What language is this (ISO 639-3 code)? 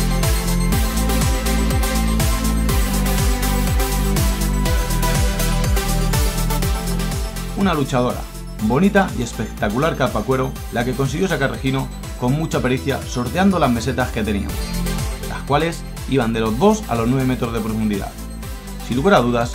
spa